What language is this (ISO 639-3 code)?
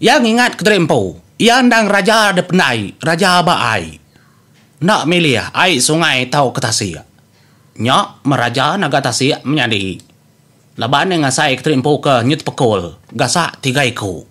iba